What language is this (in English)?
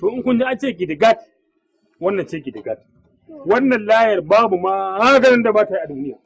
Hausa